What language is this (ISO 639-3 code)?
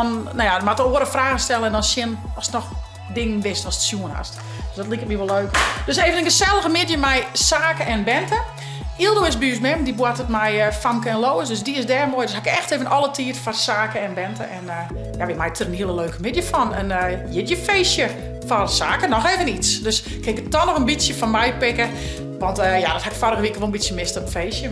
fry